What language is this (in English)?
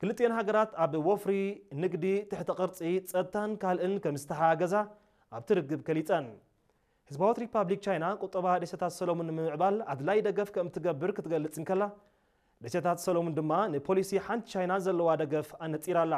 Tigrinya